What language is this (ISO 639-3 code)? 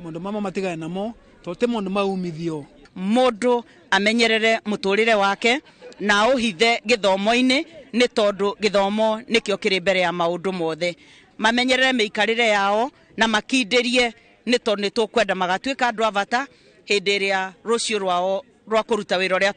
kik